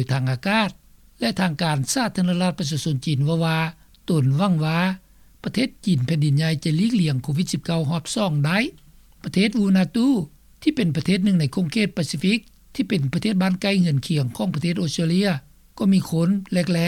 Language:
Lao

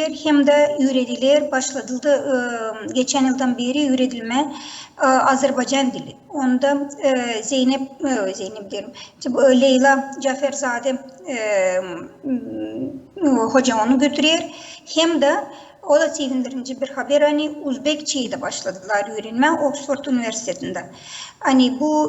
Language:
Gagauz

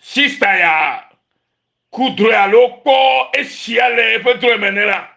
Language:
Ewe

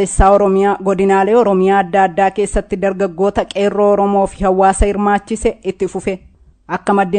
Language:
Oromo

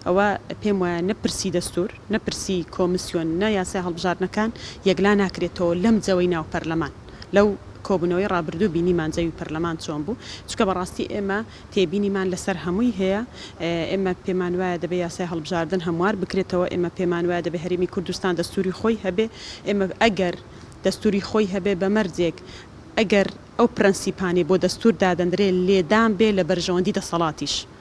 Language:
Central Kurdish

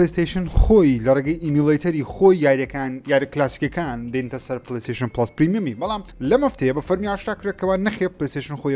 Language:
Central Kurdish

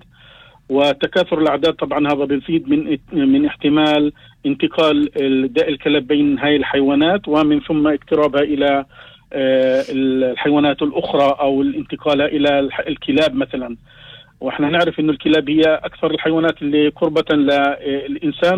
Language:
North Levantine Arabic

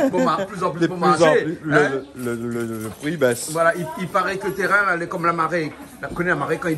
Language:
Réunion Creole French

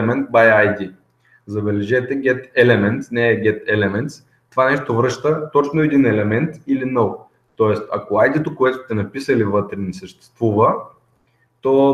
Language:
Bulgarian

